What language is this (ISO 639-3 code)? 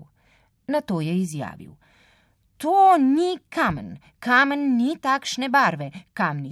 slv